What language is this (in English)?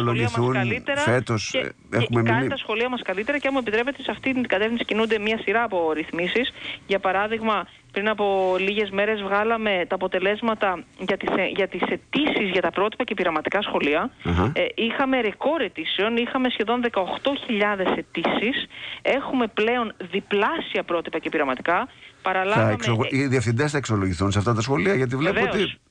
Greek